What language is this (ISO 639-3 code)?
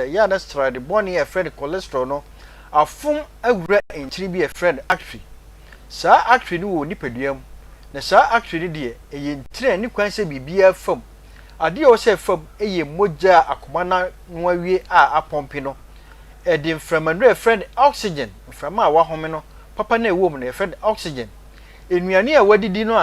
aka